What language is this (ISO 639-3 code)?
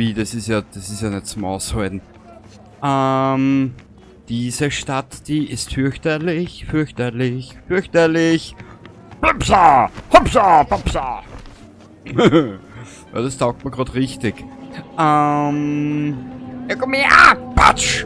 bar